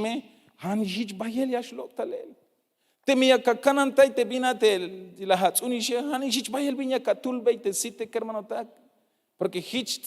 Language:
Tzeltal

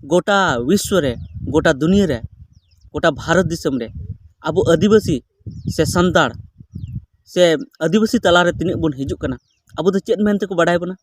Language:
Santali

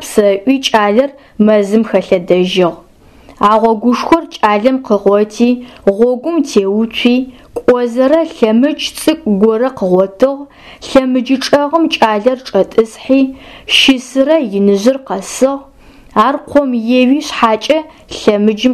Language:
Adyghe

